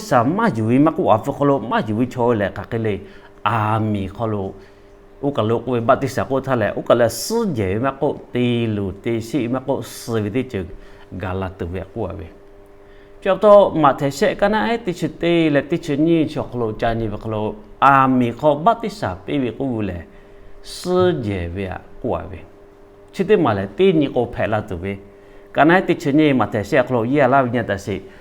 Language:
Lahu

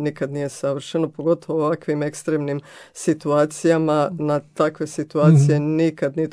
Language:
Croatian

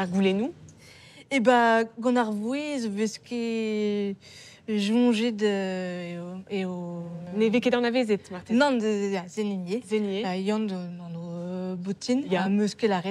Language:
Breton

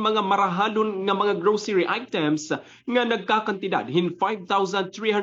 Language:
Waray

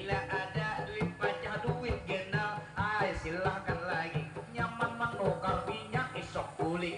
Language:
Banjar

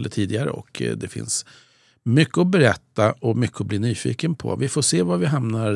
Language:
Swedish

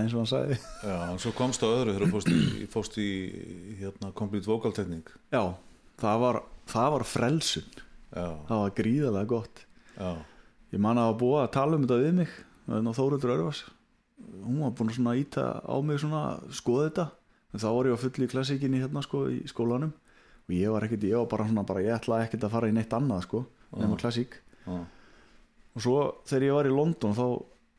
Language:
Icelandic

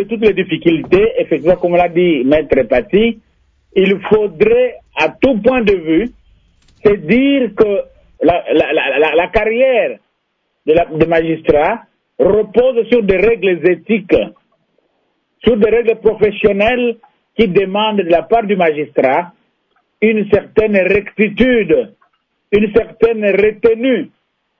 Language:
French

